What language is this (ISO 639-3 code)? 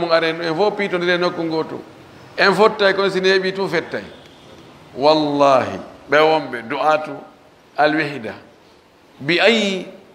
ful